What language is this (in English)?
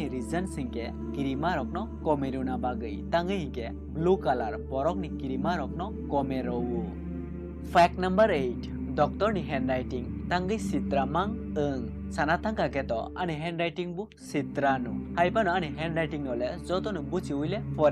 Kok Borok